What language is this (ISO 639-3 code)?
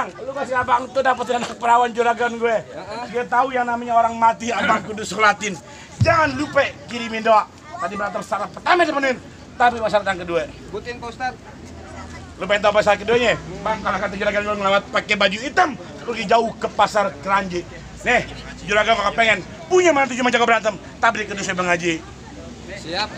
bew